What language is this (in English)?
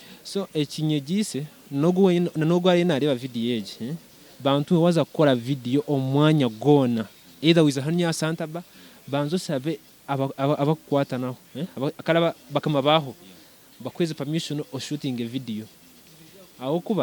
Nyankole